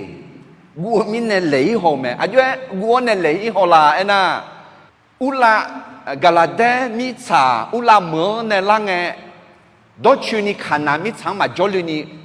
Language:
Akha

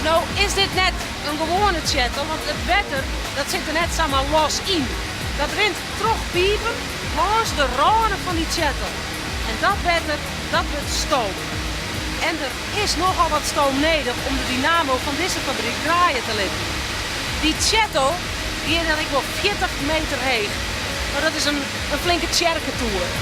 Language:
Western Frisian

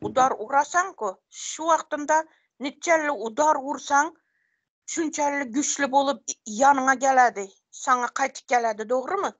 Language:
Turkmen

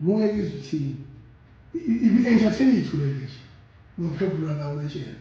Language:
Zulu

